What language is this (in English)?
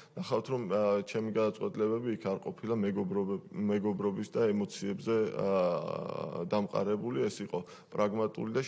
Georgian